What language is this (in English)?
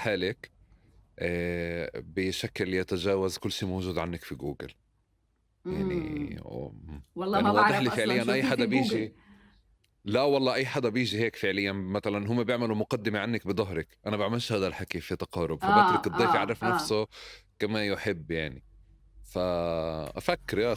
North Levantine Arabic